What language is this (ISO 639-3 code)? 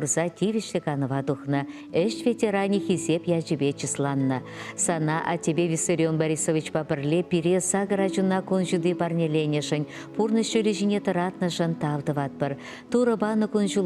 chv